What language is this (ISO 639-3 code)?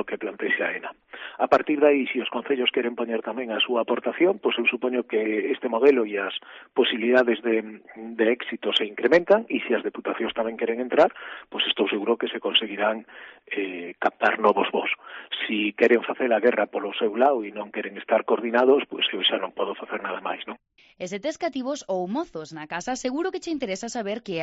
glg